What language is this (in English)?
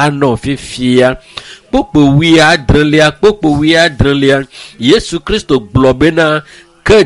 Ewe